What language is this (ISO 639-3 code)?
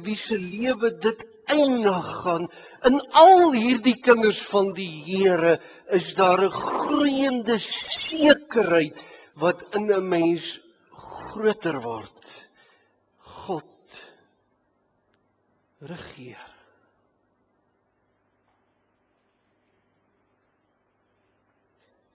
afr